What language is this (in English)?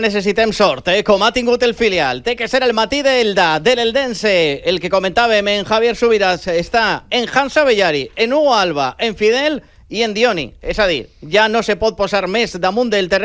Catalan